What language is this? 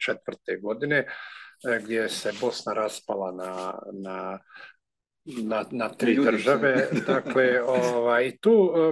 Croatian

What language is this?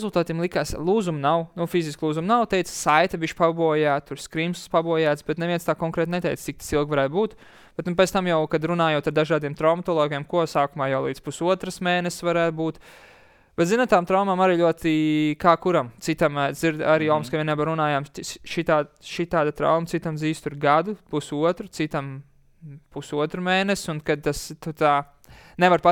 Latvian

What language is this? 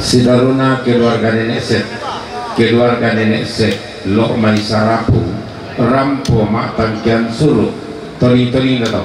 Toraja-Sa'dan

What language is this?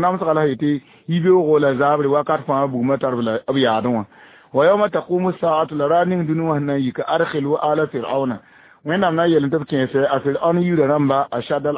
Mossi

